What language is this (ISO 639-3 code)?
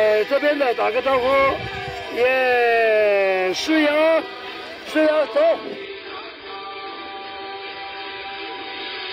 zho